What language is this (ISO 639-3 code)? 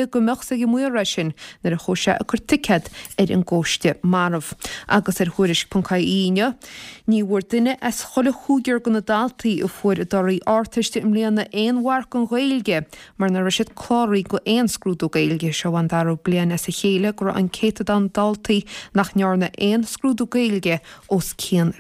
gle